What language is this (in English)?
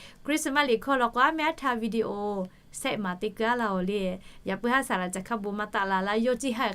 Lahu